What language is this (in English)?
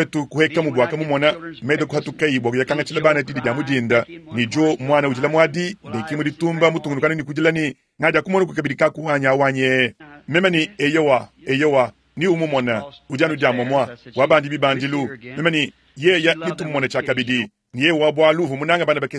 Luba-Lulua